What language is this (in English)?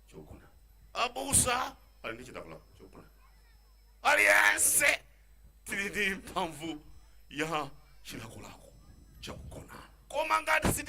Nyanja